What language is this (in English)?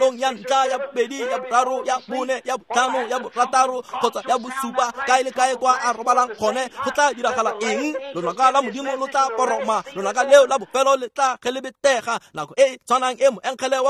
Tswana